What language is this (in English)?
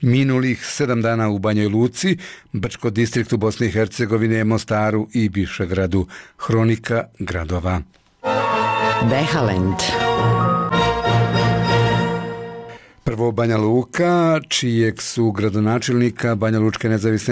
Bosnian